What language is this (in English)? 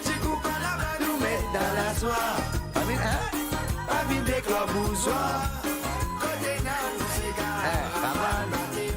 Morisyen